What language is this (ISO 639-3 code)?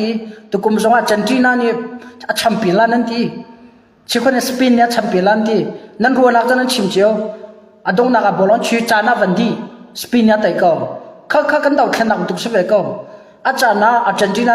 cnh